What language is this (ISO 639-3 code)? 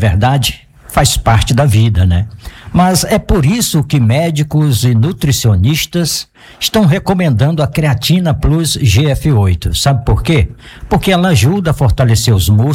por